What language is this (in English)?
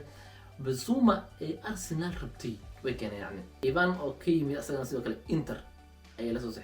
Somali